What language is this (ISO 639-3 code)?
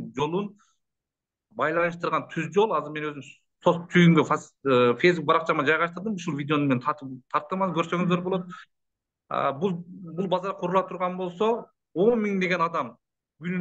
kir